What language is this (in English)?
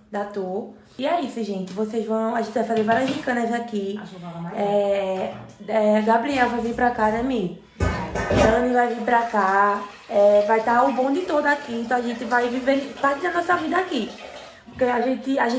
Portuguese